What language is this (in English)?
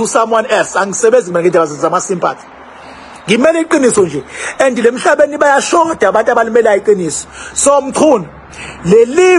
Zulu